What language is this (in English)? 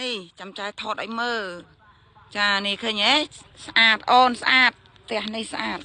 Khmer